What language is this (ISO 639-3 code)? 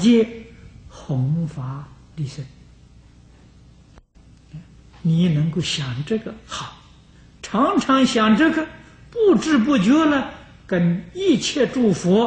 zho